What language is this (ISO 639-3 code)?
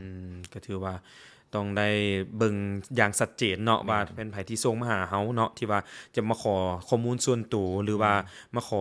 lao